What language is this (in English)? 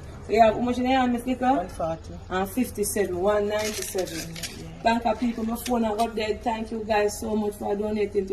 Jamaican Creole English